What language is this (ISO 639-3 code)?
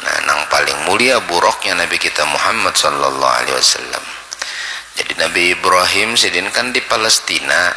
bjn